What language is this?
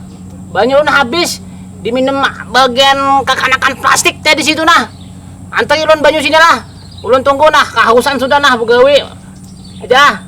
Banjar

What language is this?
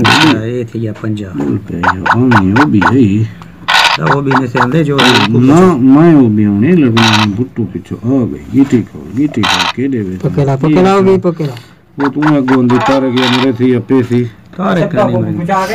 Saraiki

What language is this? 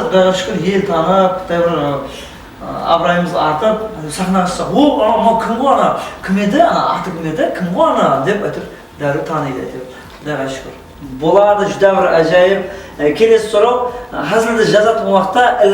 Kara-Kalpak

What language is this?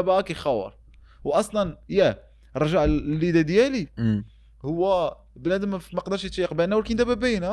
Moroccan Arabic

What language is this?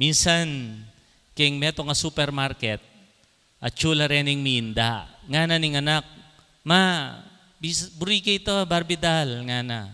Pampanga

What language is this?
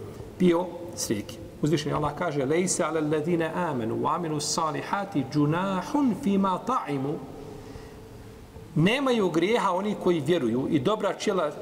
Bosnian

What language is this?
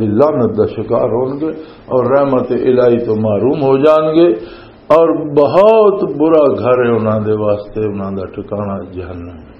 Western Panjabi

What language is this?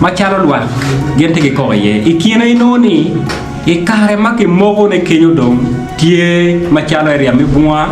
Acoli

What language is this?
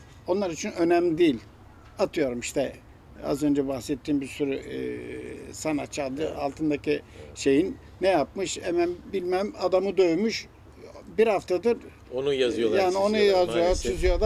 Turkish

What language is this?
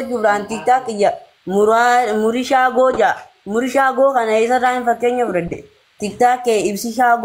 Oromo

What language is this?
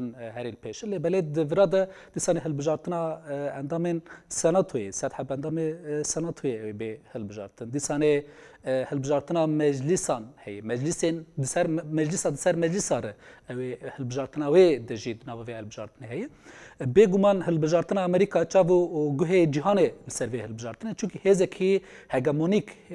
Kurdish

